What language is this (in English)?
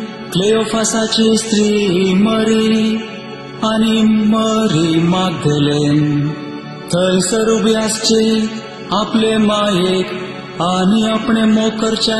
Konkani